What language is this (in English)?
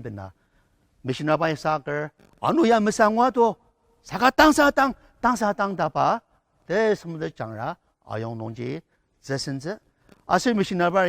Ao Naga